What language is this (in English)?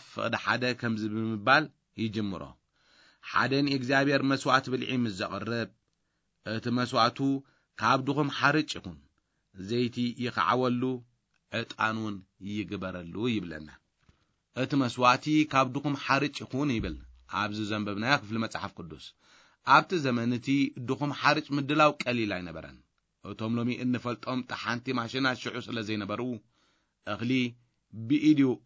Tigrinya